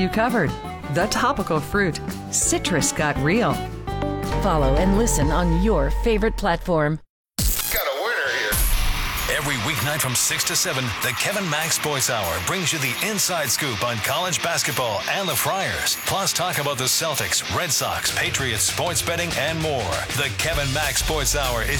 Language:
English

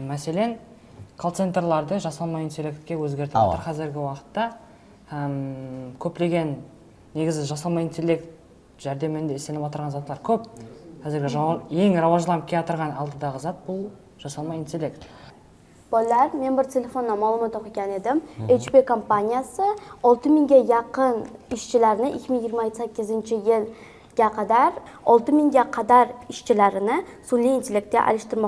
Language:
Kara-Kalpak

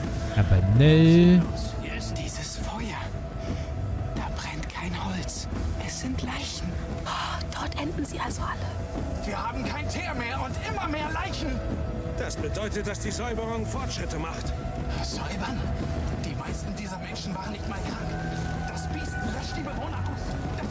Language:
German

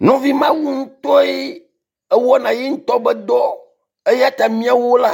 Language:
Ewe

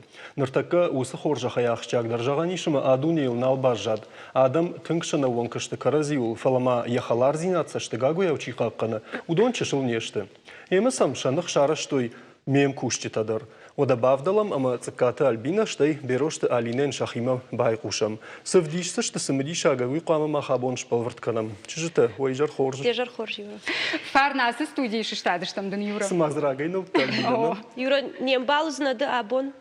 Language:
Ossetic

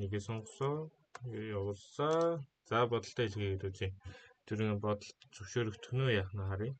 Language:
Mongolian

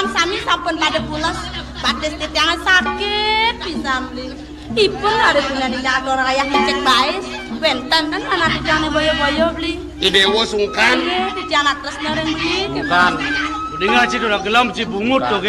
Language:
Balinese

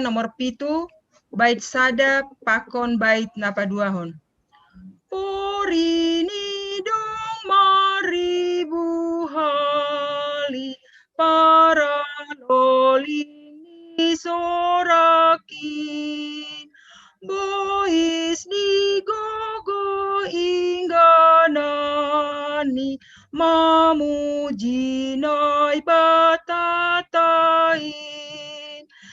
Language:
Batak Simalungun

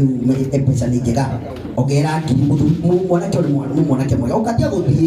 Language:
Kikuyu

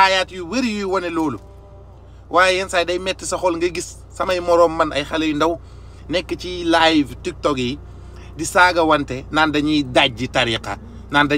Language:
Wolof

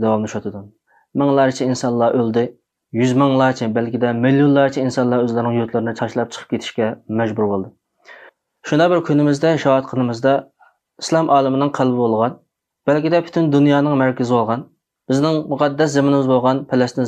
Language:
Uyghur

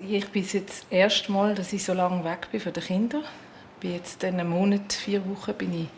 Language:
Swiss German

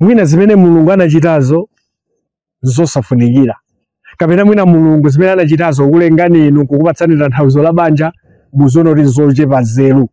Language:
Nyanja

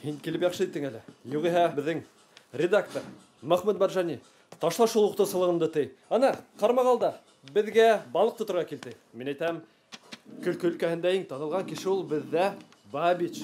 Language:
Bashkir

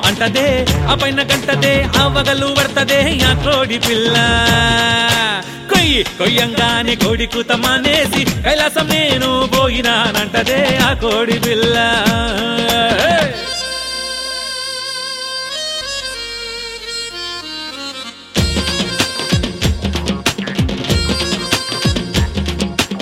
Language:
Telugu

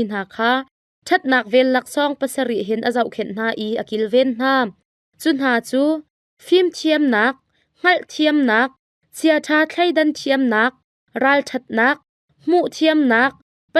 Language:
Hakha Chin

